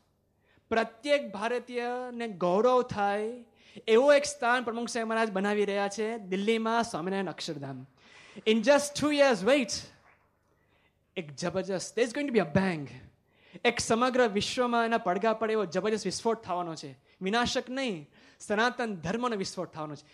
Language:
Gujarati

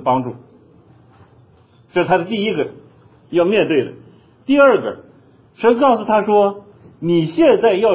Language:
Chinese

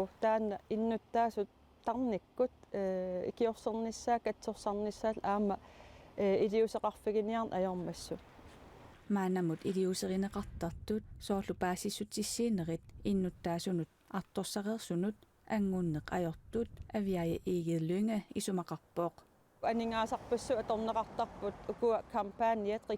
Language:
Kalaallisut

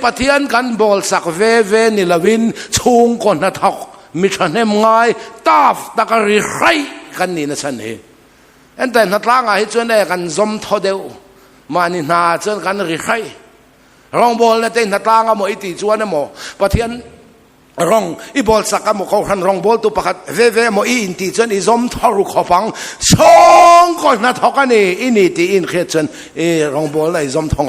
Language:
Mizo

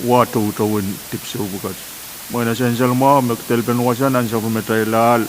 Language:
Pohnpeian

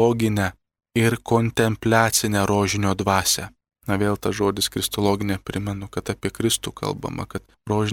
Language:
Lithuanian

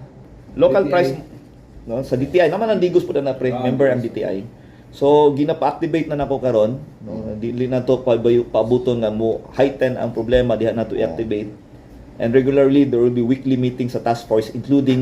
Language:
Cebuano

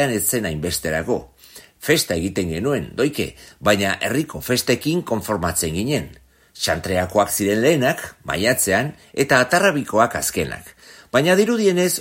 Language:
Basque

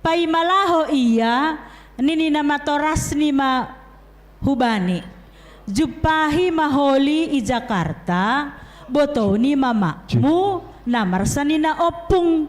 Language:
Batak Simalungun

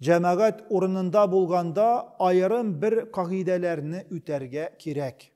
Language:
Tatar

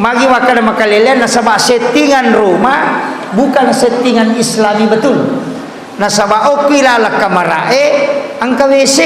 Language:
Buginese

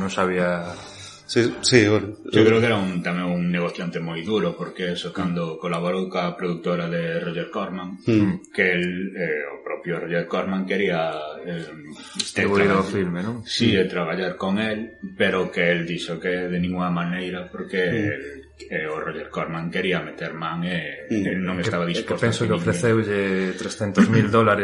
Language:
Galician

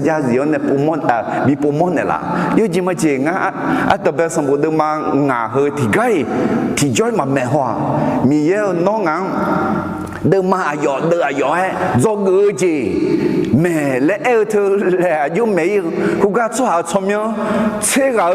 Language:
Akha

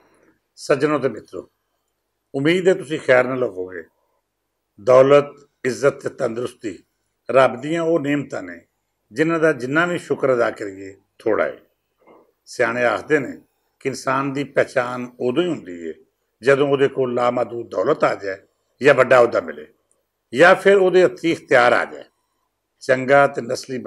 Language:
Western Panjabi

